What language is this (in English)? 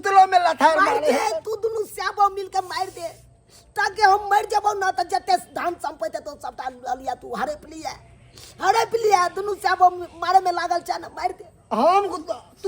Maithili